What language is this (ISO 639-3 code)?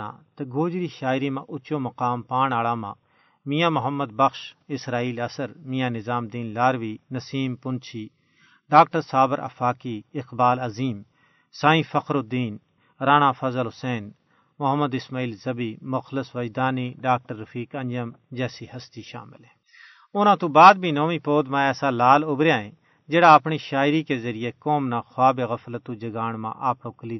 gju